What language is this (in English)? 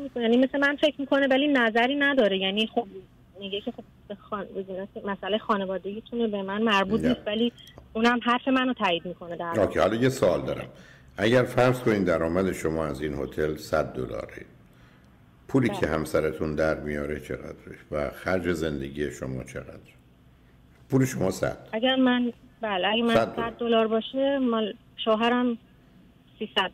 Persian